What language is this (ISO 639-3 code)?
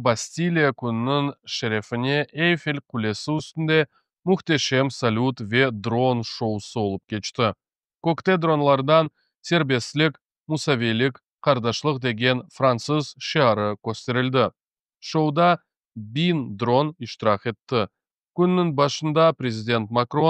crh